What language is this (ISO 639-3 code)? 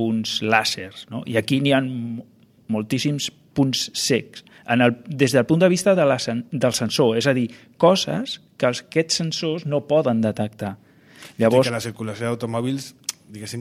cat